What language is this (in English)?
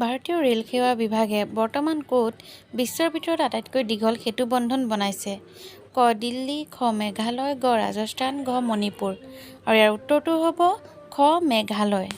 Assamese